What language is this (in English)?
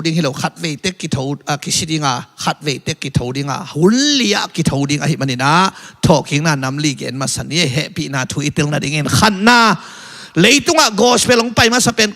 Tedim Chin